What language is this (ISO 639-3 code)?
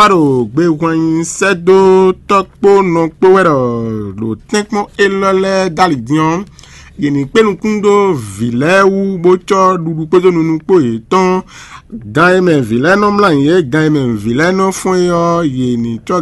fon